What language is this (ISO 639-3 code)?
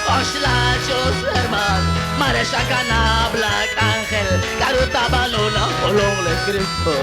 kek